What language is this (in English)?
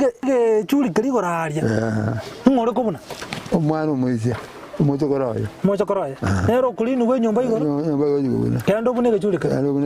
Gusii